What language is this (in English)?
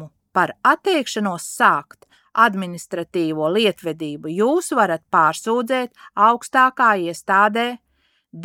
Latvian